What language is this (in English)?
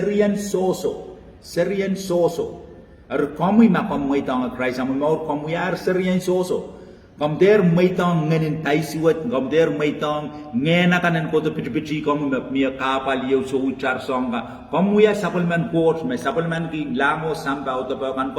Pohnpeian